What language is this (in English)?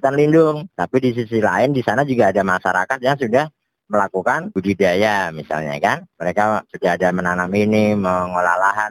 Indonesian